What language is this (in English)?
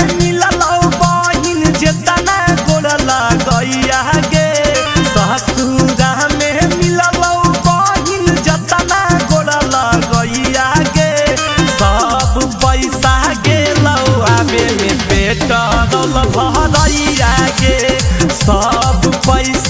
Magahi